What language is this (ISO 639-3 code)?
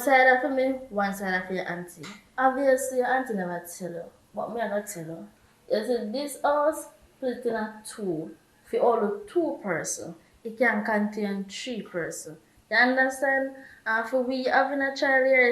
jam